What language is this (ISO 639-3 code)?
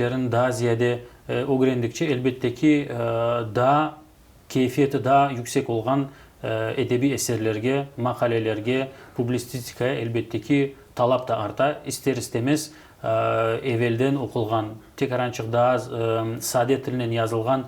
crh